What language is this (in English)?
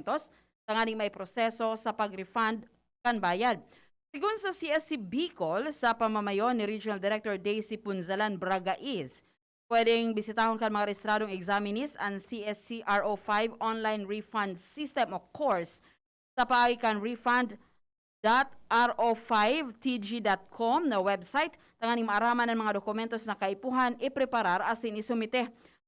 Bikol